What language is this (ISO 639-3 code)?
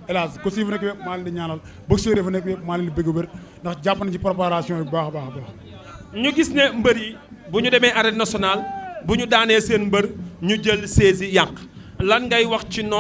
wol